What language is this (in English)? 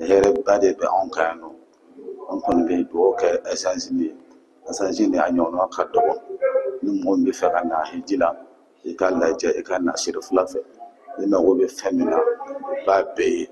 Bambara